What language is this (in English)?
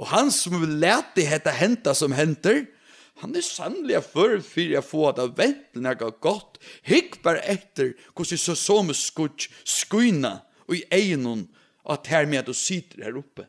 Faroese